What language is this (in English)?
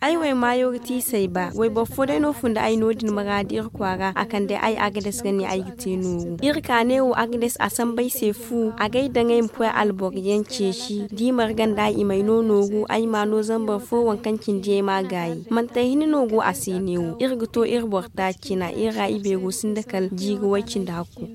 Zarma